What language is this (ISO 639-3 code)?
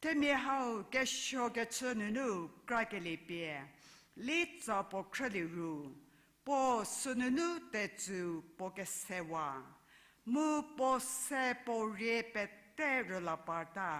njm